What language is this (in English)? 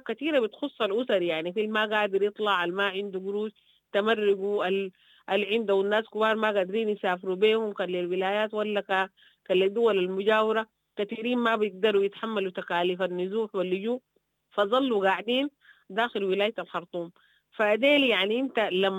Sudanese Arabic